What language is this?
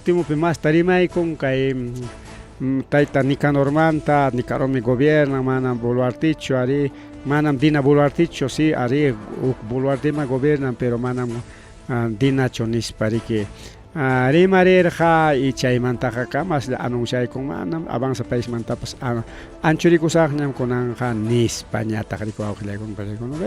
Ayacucho Quechua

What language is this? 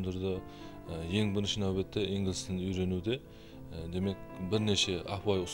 Kara-Kalpak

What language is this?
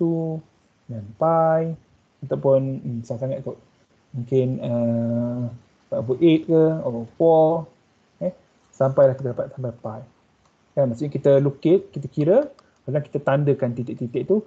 Malay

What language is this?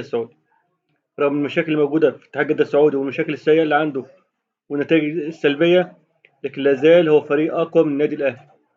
Egyptian Arabic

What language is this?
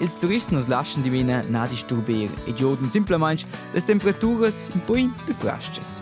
Romansh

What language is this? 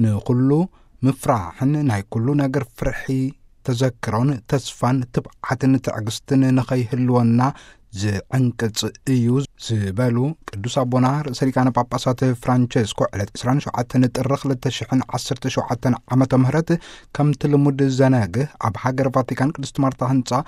Tigrinya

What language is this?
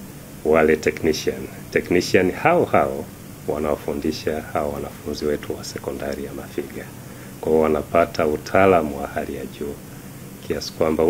Swahili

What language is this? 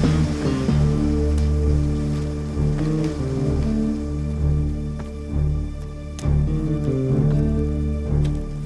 Sylheti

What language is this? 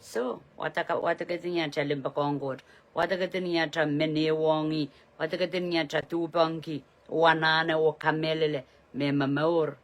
Pohnpeian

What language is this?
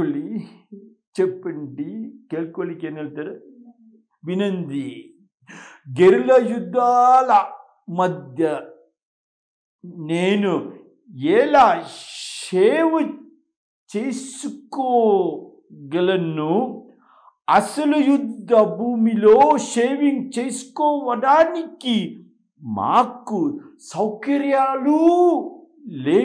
Kannada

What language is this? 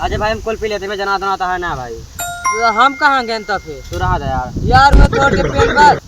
Awadhi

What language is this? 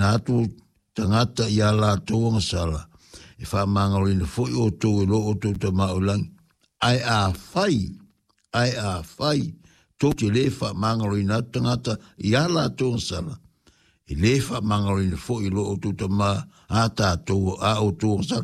Samoan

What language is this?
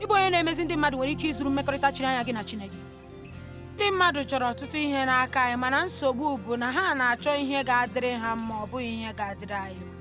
Igbo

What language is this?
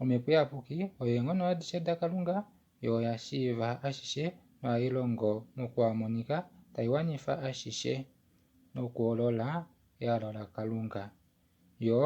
Kuanyama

